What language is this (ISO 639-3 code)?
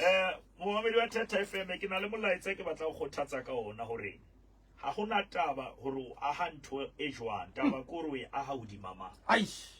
sot